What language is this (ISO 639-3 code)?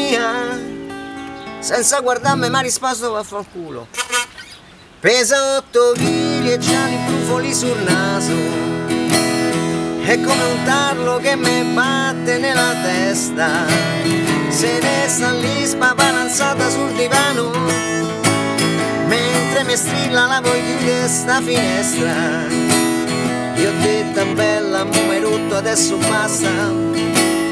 ita